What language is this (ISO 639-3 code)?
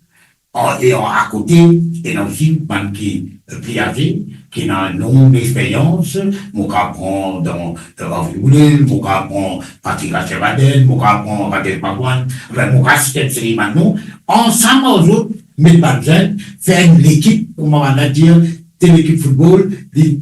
mfe